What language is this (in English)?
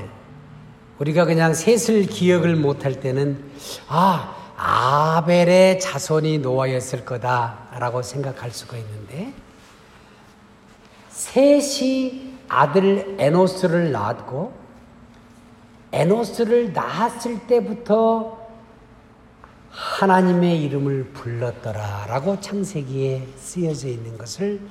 Korean